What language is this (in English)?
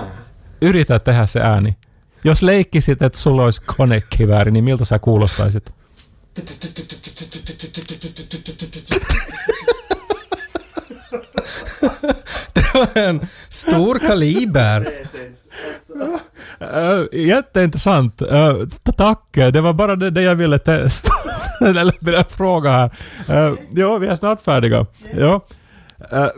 Swedish